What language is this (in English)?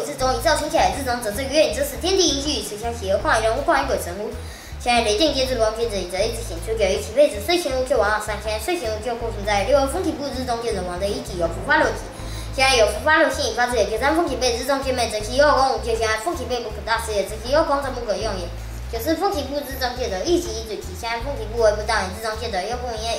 Literary Chinese